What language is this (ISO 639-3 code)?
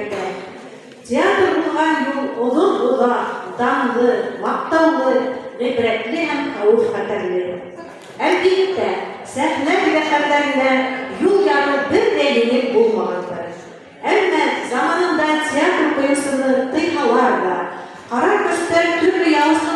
bak